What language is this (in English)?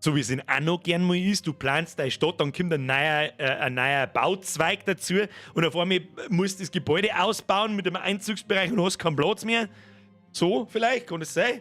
Bavarian